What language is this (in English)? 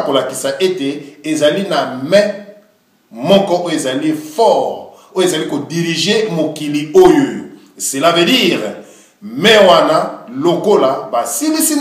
Lingala